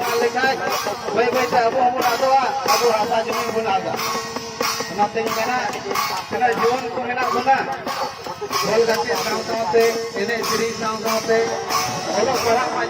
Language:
Santali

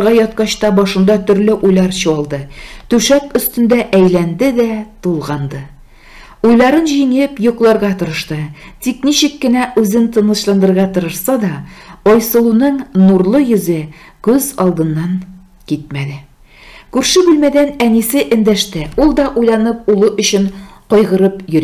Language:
Tatar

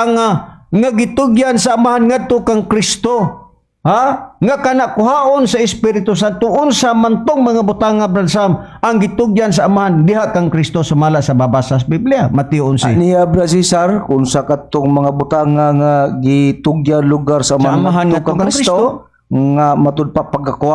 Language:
Cebuano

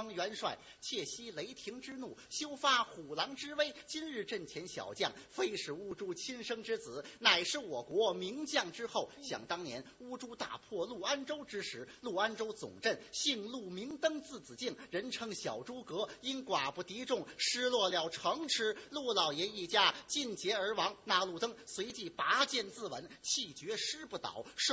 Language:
Chinese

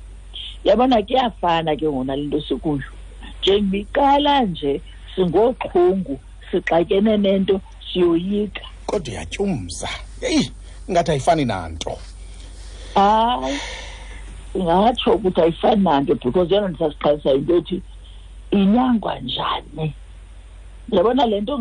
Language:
Xhosa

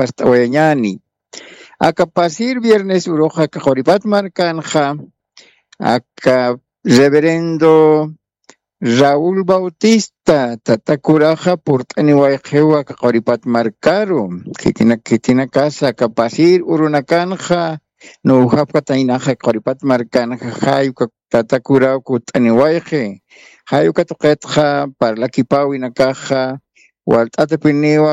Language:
Aymara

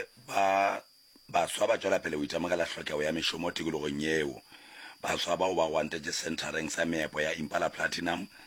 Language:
Northern Sotho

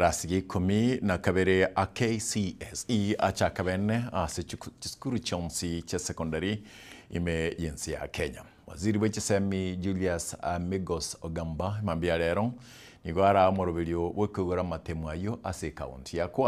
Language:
Gusii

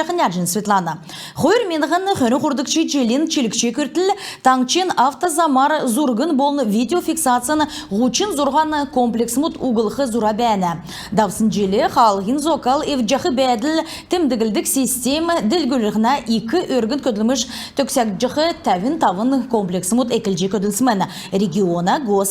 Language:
Kalmyk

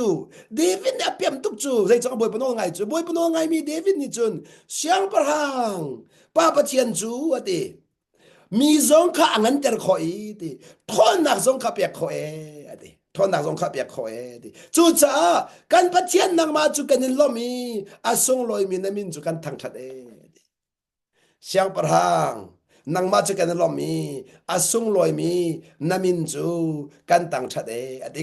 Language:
Hakha Chin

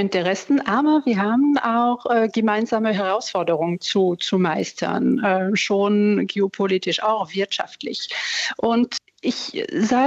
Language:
German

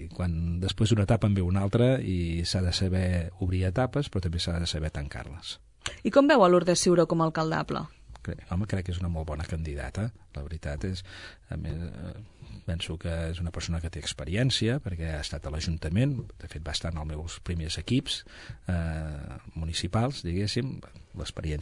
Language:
Catalan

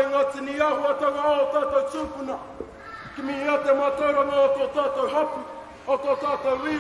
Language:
Māori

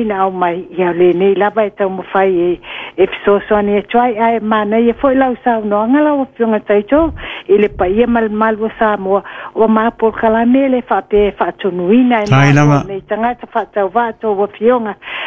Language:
Samoan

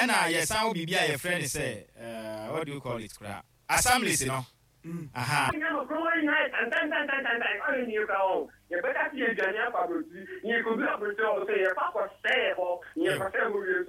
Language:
Akan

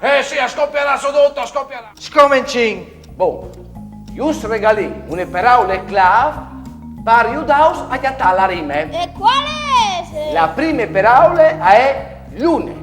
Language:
Friulian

